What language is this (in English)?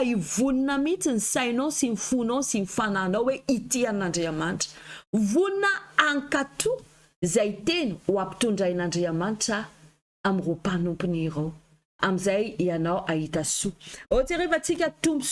Malagasy